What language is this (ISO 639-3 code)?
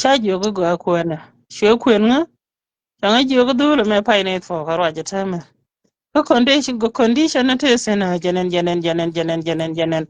nus